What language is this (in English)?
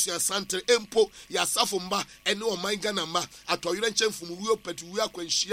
Akan